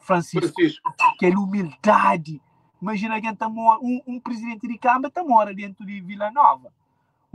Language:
Kabuverdianu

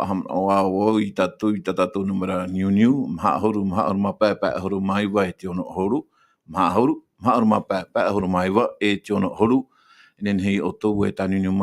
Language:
Tahitian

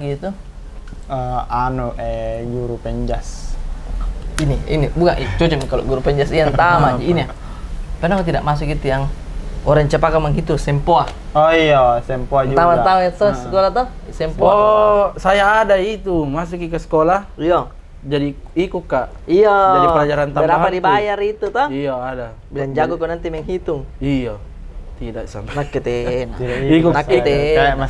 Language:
Makassar Malay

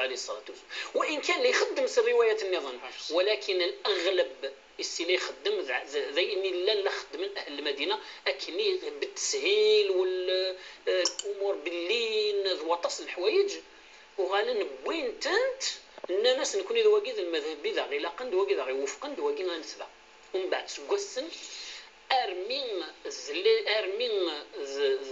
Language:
Kabyle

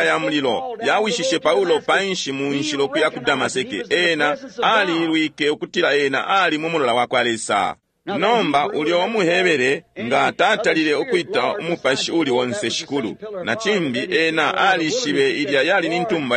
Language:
Bemba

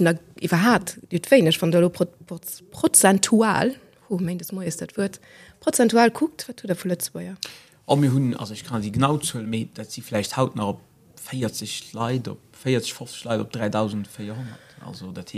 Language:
Luxembourgish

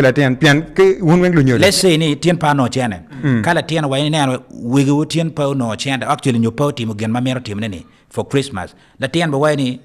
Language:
Acoli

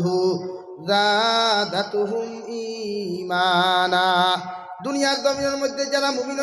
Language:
Sylheti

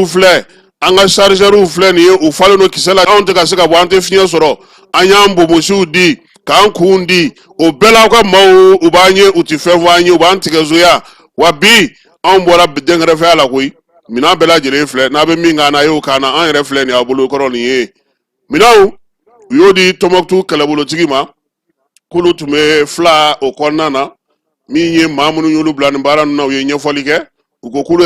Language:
Bambara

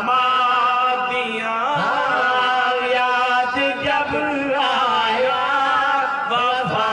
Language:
Saraiki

